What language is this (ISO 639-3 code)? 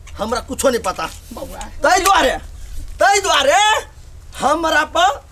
mai